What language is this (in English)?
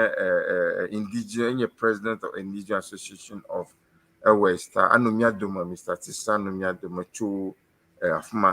Ewe